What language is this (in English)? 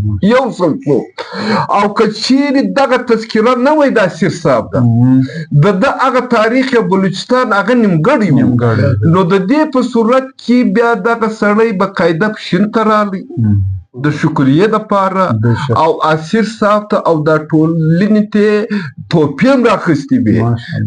Pashto